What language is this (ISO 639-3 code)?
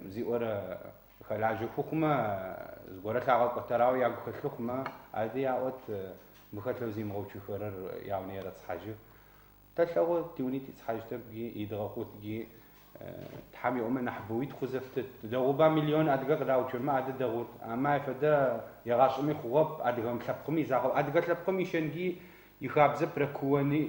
ady